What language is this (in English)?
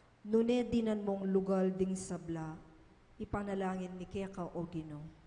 Pampanga